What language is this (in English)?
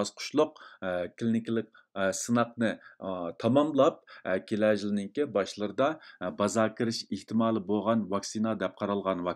Uyghur